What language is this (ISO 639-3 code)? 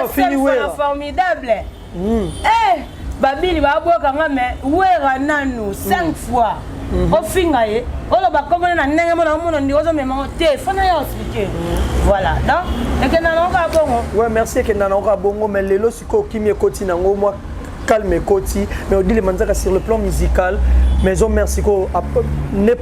lin